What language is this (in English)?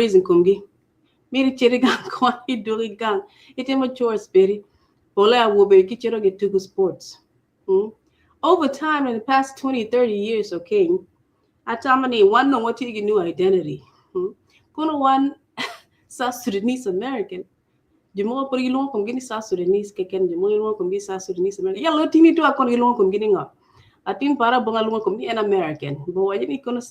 Acoli